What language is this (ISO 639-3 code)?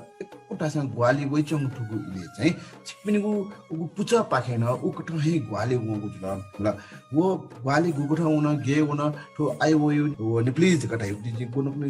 new